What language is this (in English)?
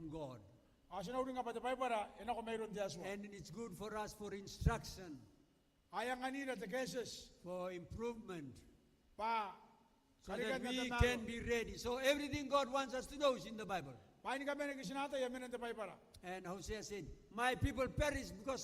Gilbertese